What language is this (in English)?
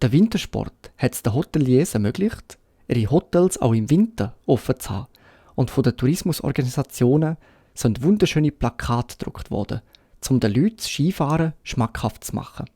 Swiss German